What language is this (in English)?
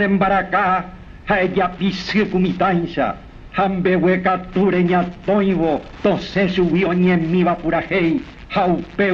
Guarani